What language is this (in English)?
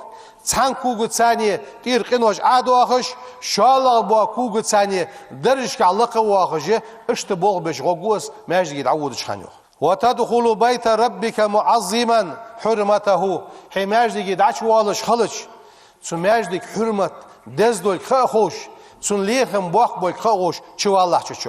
Ingush